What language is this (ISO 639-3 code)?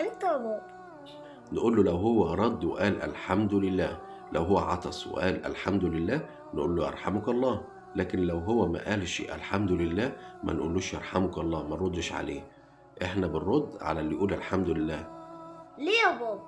arz